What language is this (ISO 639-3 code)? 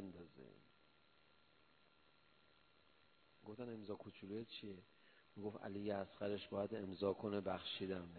fas